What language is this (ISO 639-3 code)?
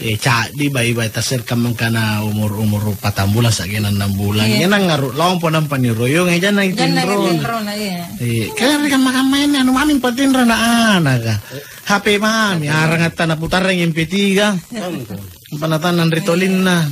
mak